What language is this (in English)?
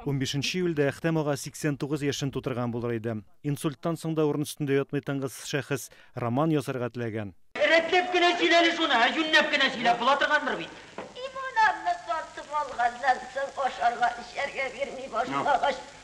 Tatar